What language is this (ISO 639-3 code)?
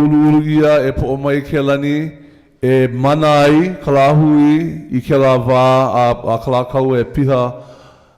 haw